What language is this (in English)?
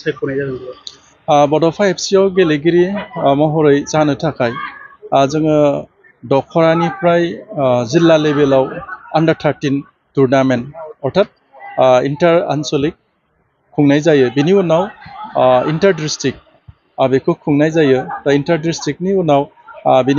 Bodo